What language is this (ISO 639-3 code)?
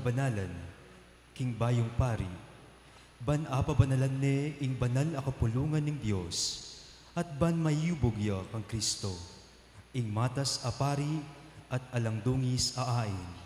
pam